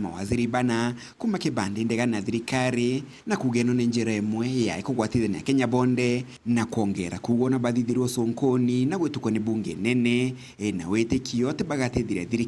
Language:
Meru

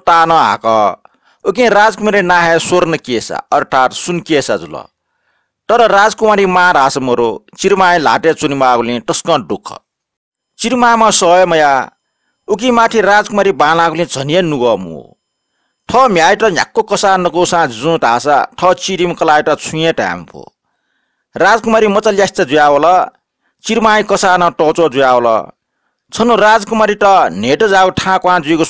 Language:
Newari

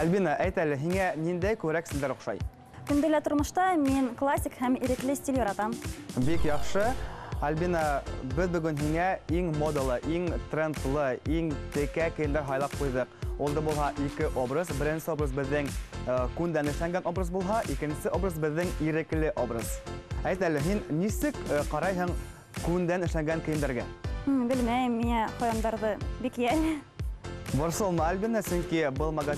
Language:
Bashkir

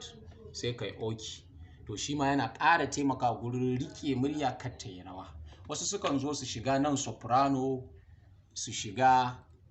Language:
Hausa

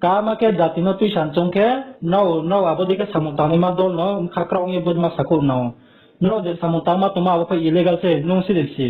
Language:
Riang (India)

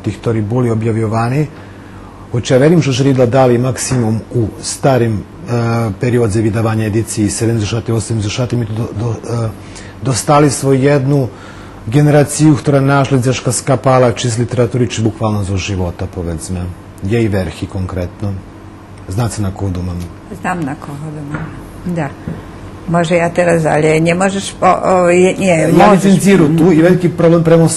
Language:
Rusyn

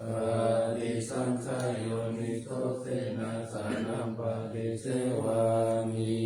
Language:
Pali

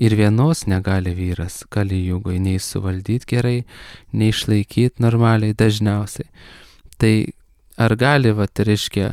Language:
Lithuanian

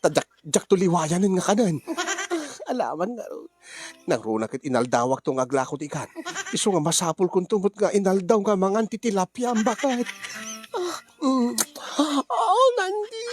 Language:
Iloko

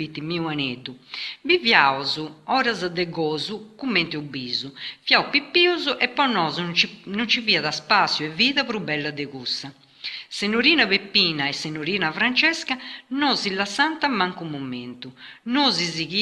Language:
Sardinian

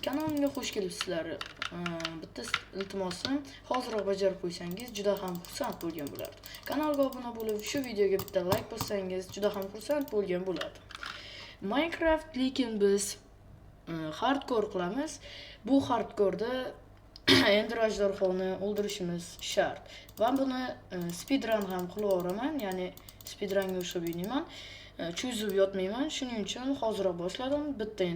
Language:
Uzbek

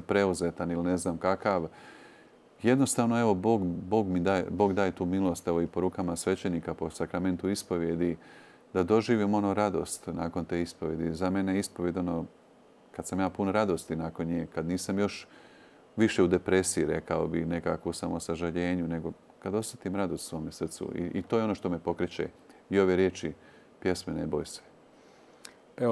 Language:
Croatian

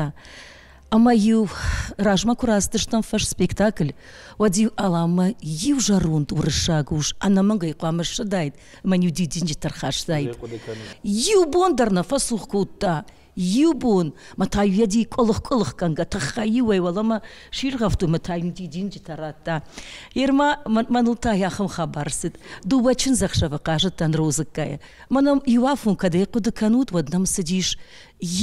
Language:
Ossetic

